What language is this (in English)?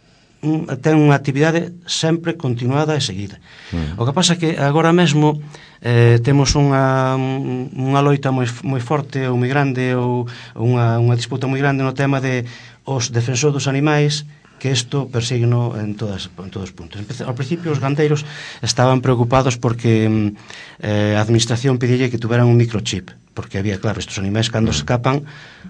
Galician